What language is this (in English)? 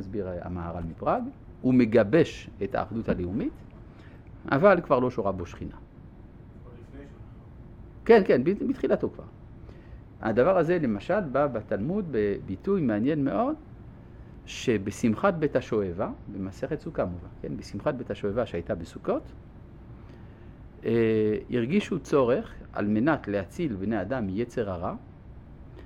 Hebrew